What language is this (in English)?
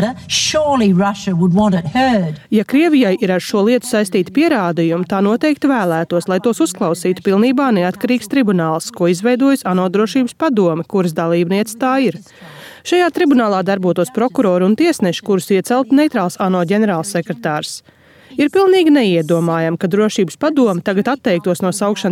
Latvian